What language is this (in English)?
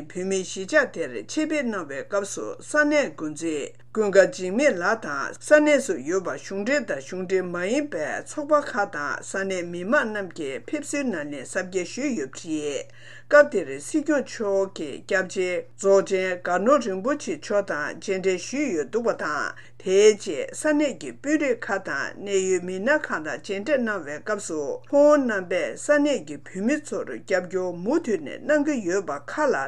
Tibetan